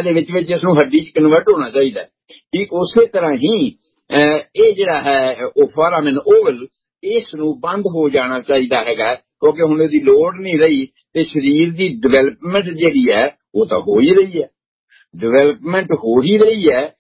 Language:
Punjabi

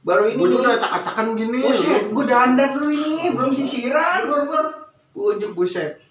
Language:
Betawi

